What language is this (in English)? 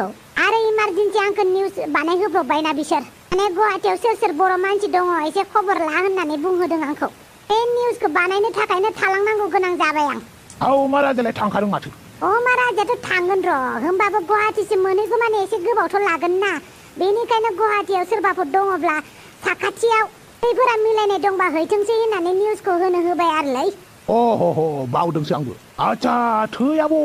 Bodo